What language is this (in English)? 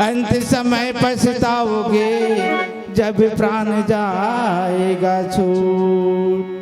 Chhattisgarhi